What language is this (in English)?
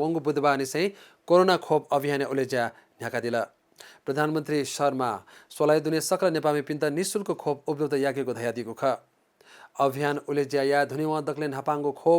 Newari